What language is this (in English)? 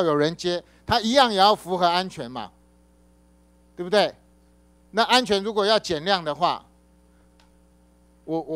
Chinese